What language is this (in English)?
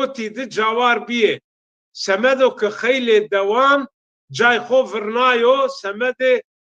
Zaza